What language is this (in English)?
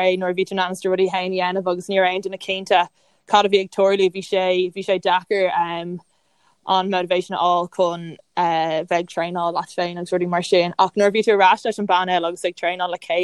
Irish